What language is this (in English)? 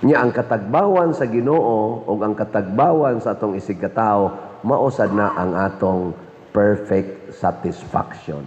Cebuano